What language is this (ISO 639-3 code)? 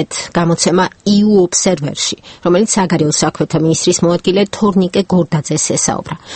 kat